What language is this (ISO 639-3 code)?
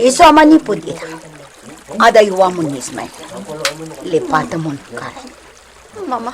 ilo